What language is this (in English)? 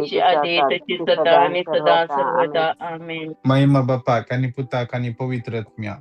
Konkani